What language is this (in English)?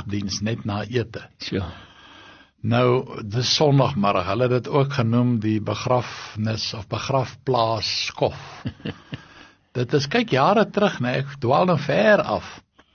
Afrikaans